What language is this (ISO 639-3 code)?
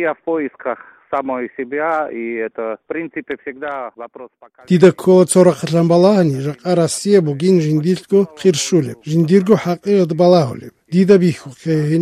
ava